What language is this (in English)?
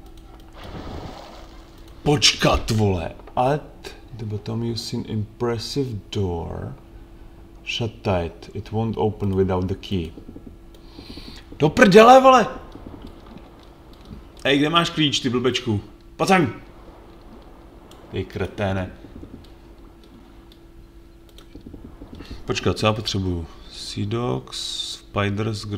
Czech